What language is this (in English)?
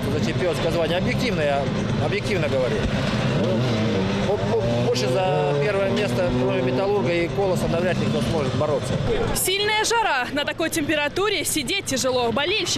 Russian